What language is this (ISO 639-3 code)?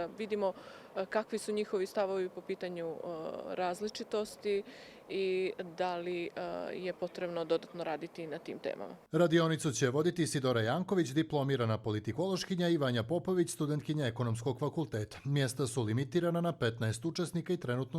bos